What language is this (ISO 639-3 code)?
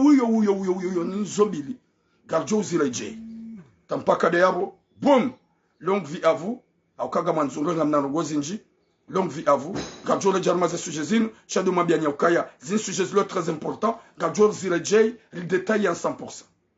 zdj